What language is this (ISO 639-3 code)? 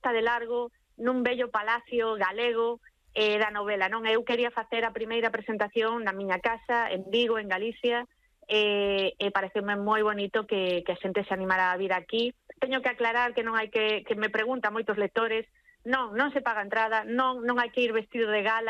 glg